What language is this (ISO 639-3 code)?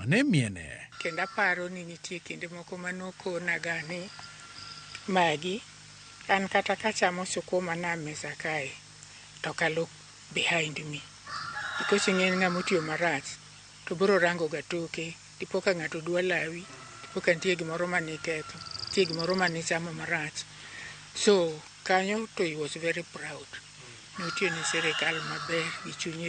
luo